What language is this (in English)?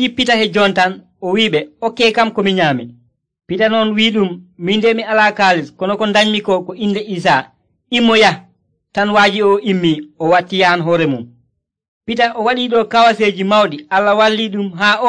Nigerian Fulfulde